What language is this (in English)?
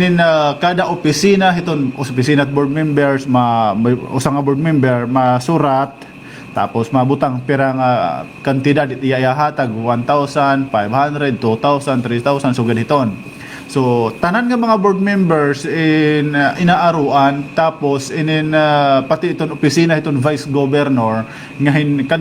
Waray